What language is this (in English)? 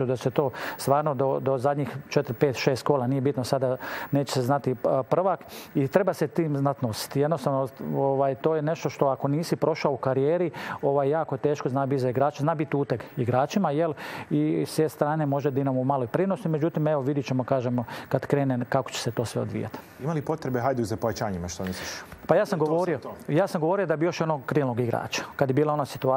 Croatian